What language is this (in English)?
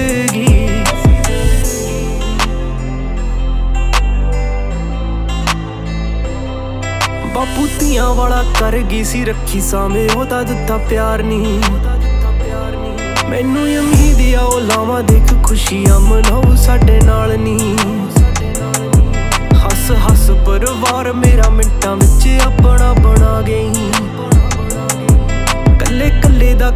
Punjabi